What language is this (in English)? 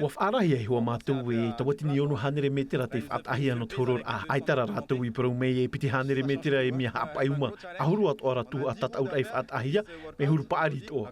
Tahitian